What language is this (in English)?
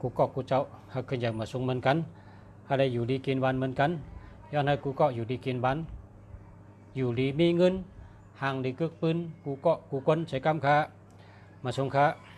Shan